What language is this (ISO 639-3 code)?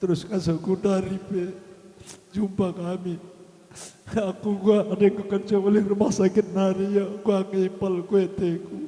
btx